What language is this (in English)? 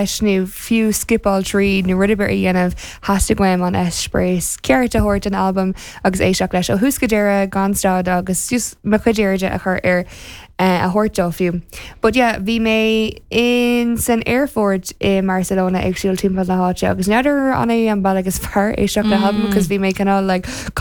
Irish